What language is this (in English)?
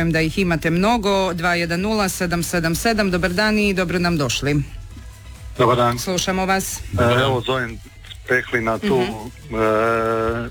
Croatian